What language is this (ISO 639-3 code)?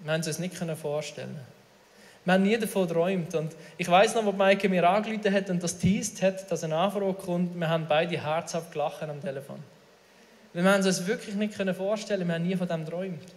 gsw